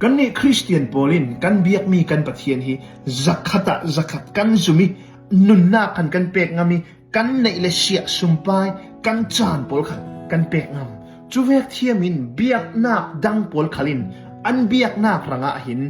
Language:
Hakha Chin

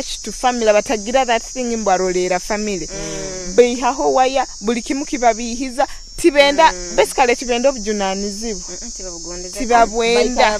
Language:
Nyoro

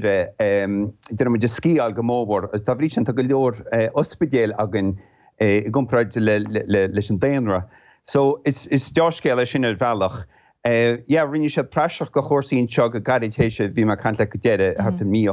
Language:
Irish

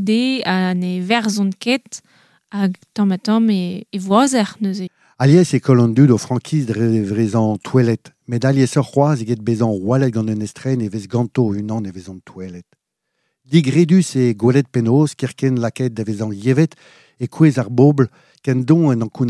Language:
Breton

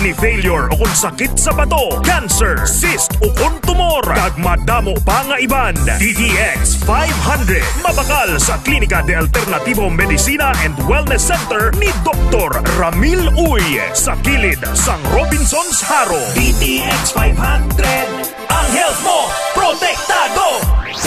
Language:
Hiligaynon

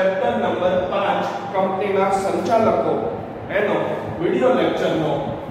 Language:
Gujarati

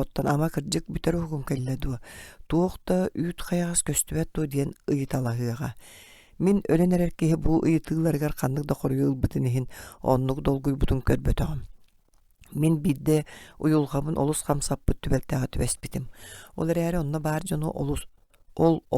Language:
Yakut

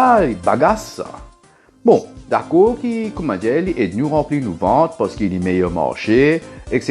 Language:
Morisyen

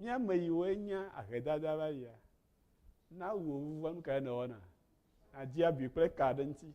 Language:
Ewe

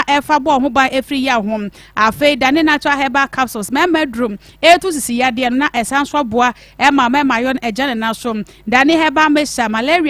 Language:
Akan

